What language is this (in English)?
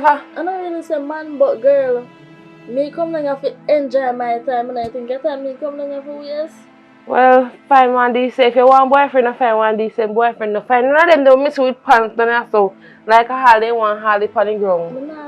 Jamaican Creole English